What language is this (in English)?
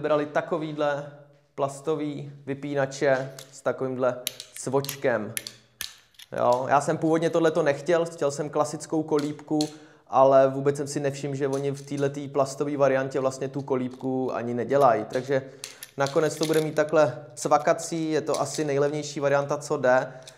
Czech